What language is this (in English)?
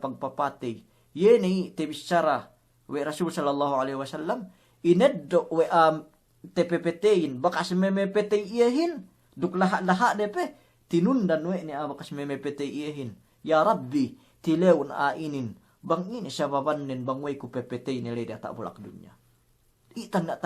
Yakan